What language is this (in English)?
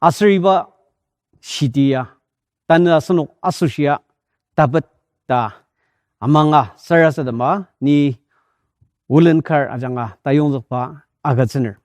Ao Naga